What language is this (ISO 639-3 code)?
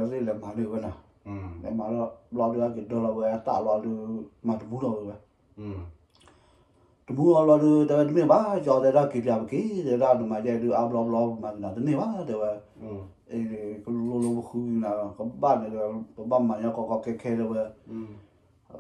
ksw